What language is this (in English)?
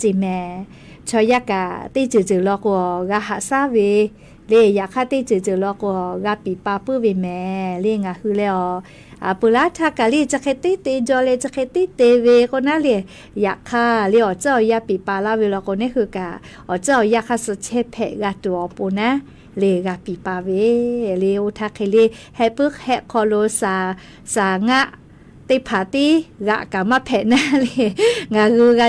Lahu